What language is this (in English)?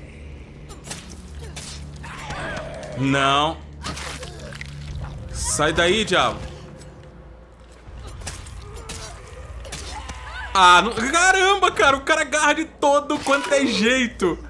Portuguese